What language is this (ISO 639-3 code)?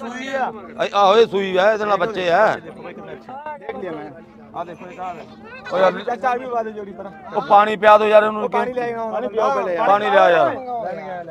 pan